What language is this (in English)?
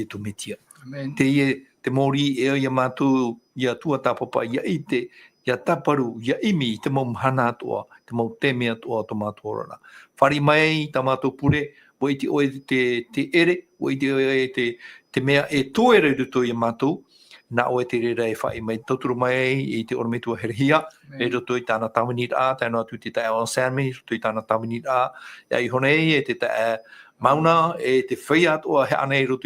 Tahitian